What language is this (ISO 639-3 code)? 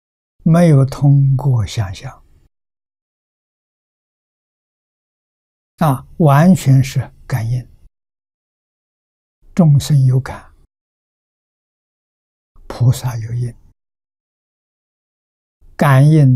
zho